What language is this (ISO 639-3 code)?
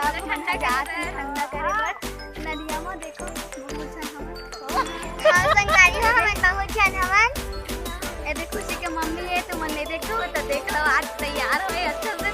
hne